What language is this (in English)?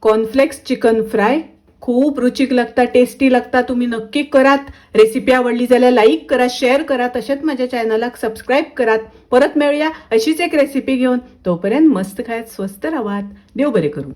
Konkani